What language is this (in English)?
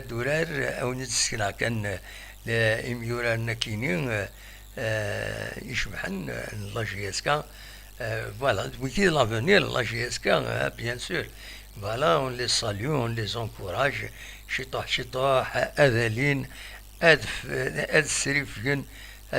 Kabyle